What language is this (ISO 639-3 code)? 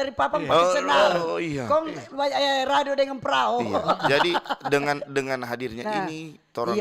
xmm